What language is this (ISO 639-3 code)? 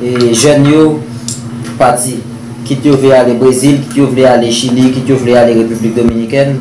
hat